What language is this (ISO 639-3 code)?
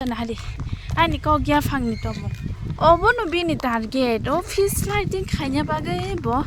trp